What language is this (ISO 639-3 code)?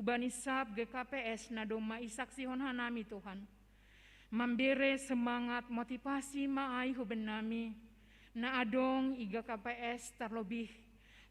bts